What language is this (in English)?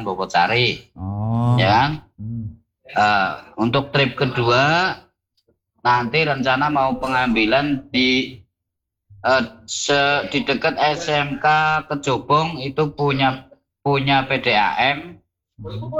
Indonesian